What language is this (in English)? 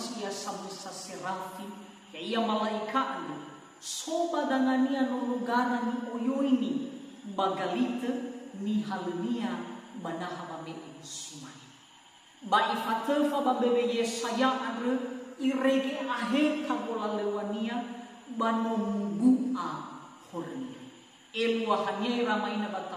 Nias